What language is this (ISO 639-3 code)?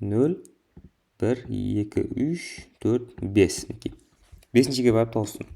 kaa